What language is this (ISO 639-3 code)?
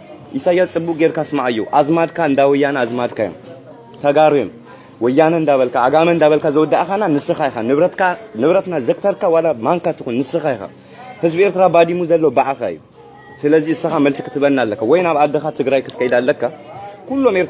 tir